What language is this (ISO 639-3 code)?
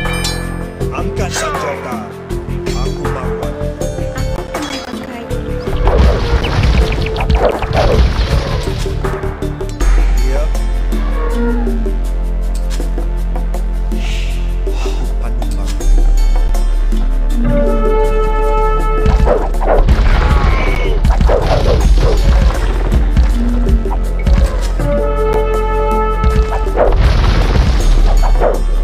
msa